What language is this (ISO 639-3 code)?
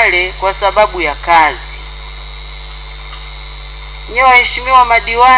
swa